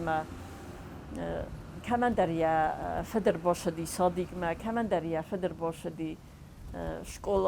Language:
Ossetic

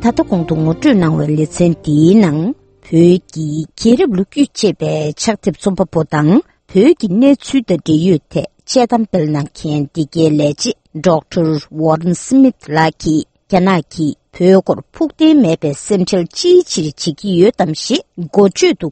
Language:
Tibetan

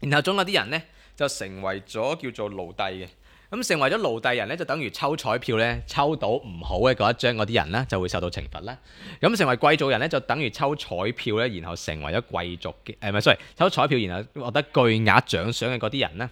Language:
Cantonese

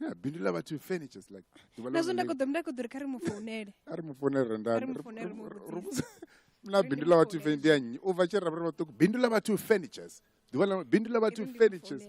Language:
Venda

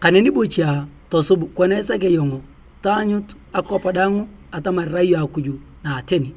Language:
Turkana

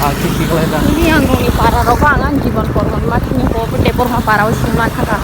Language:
Kok Borok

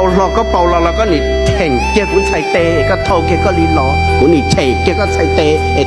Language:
Hmong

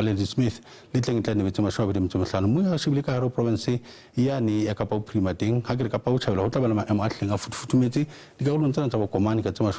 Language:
Southern Sotho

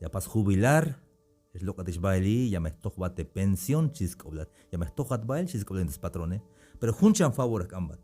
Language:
Tzeltal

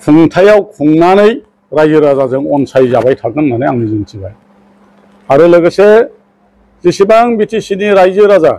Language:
Bodo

